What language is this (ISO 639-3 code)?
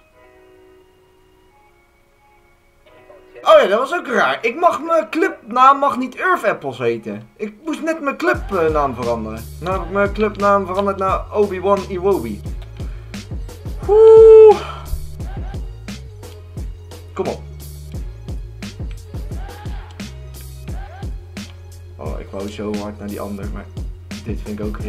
nld